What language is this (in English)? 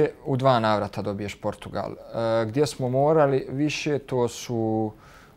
Bosnian